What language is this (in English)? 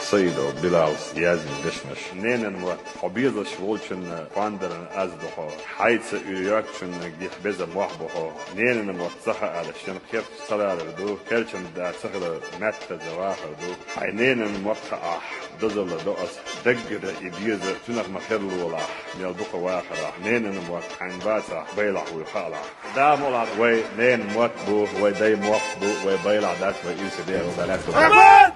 Chechen